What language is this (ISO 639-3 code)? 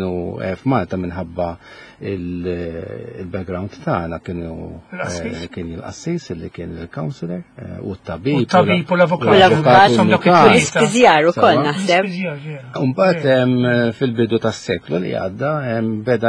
mlt